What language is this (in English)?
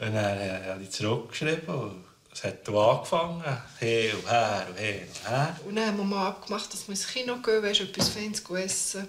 Romansh